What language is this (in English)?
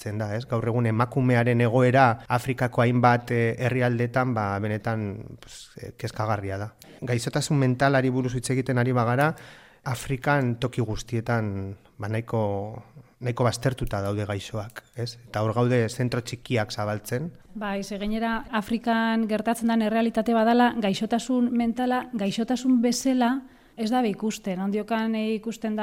Basque